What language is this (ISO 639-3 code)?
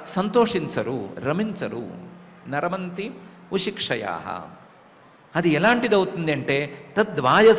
tel